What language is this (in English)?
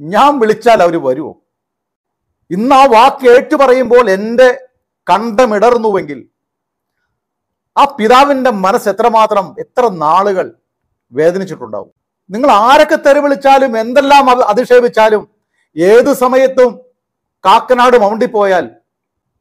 Malayalam